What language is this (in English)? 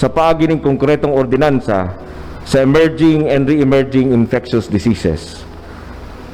Bikol